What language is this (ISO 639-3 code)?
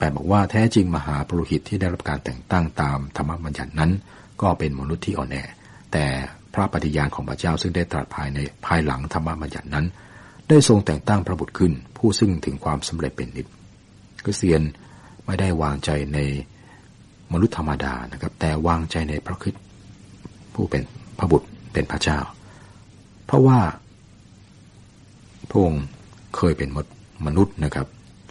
tha